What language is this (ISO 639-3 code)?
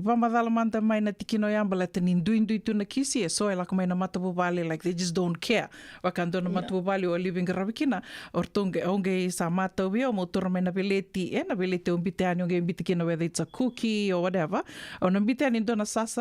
fij